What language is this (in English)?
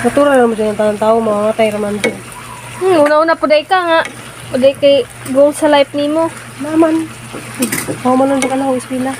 Cebuano